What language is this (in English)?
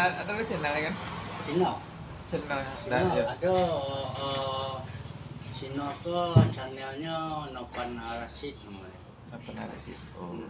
Minangkabau